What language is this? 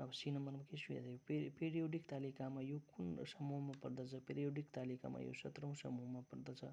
Nepali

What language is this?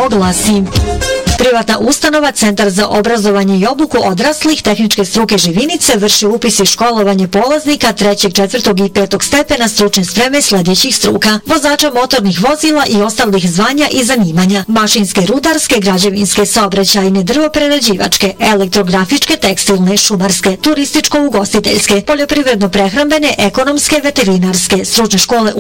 Bosnian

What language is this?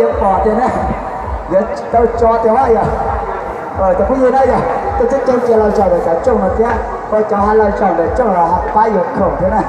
Hmong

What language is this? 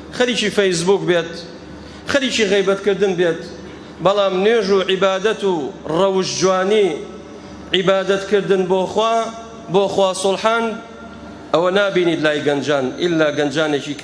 Central Kurdish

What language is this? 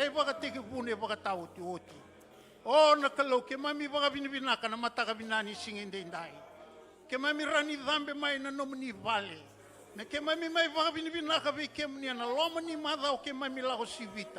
Fijian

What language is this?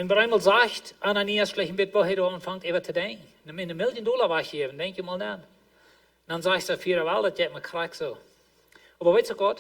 Plautdietsch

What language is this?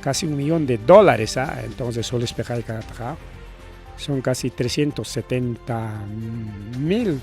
Ayacucho Quechua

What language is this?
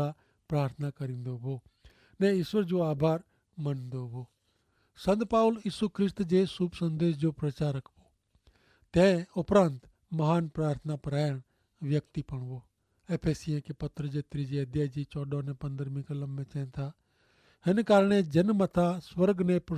Kachhi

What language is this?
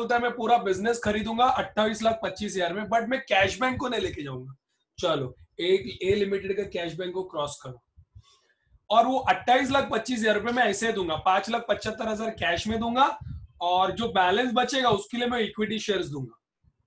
Hindi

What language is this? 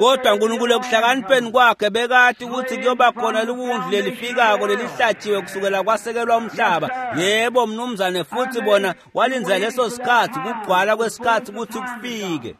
Swati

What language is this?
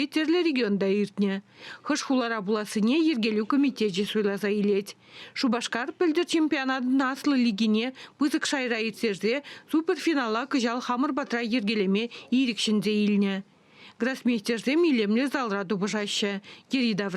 Chuvash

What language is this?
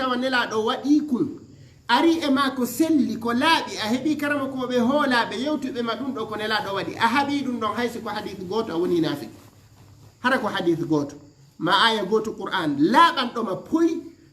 Fula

